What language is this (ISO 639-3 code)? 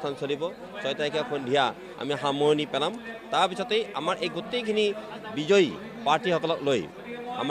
asm